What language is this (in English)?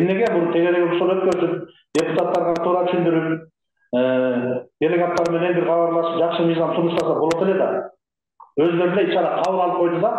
Kyrgyz